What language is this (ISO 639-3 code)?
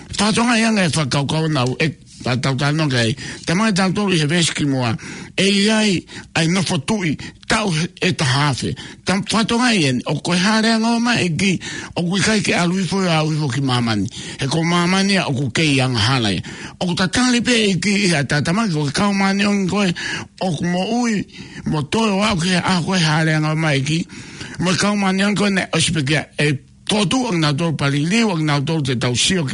ton